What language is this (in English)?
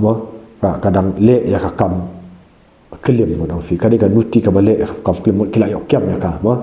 Khasi